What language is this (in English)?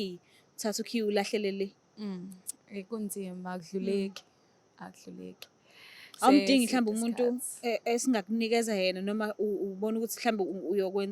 Zulu